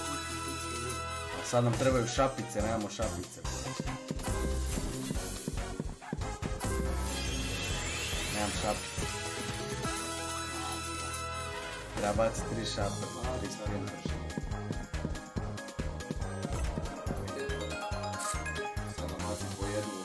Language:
Croatian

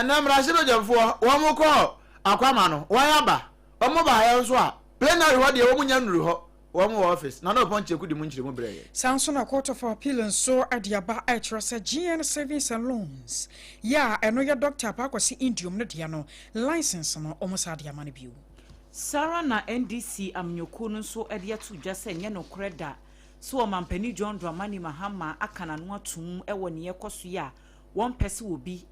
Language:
Akan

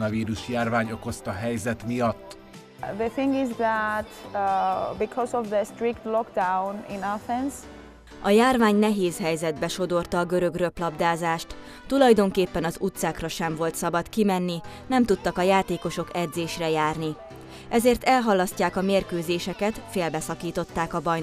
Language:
Hungarian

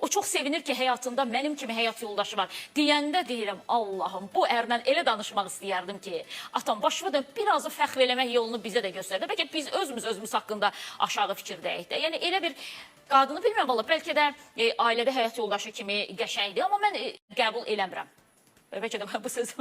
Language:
Azerbaijani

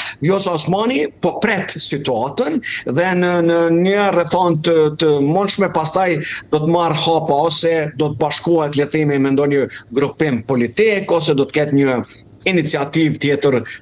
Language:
Albanian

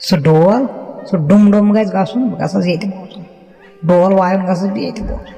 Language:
Kashmiri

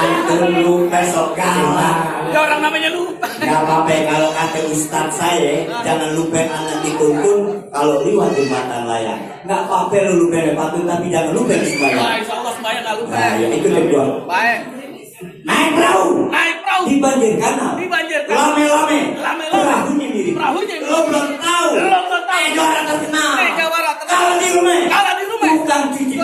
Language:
Betawi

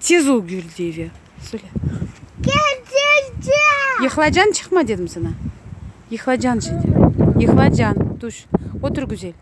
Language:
Crimean Tatar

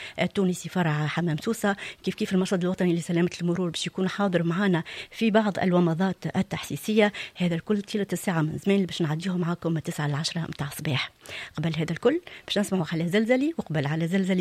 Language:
Tunisian Arabic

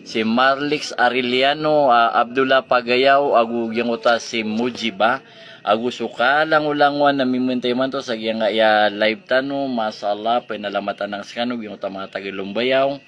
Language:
Maranao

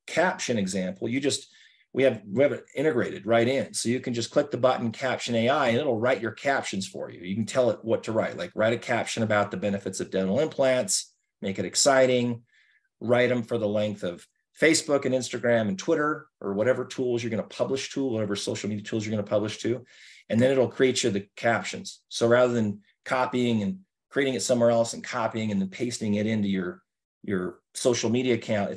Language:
English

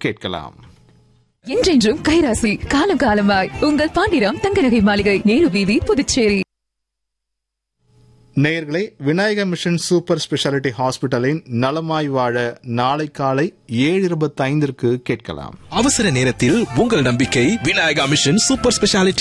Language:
Tamil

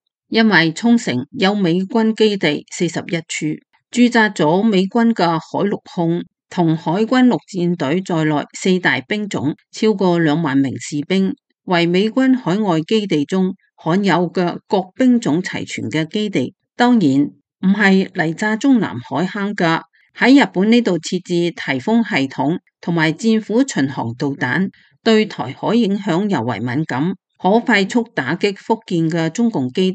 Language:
Cantonese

